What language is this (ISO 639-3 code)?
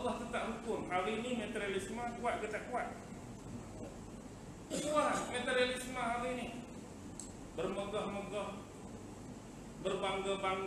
msa